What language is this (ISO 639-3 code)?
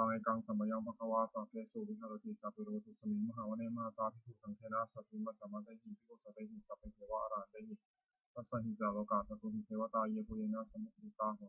pli